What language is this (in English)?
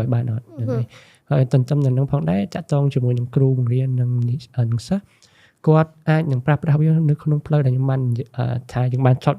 Khmer